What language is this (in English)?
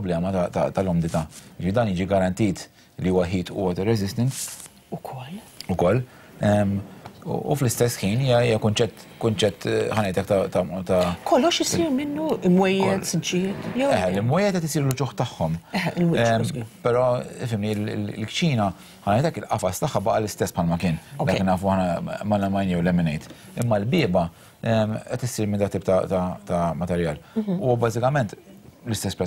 Maltese